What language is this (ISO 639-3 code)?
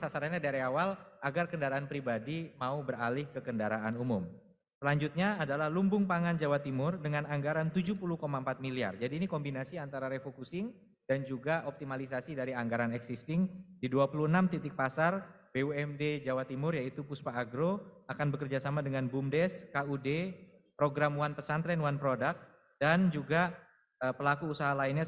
ind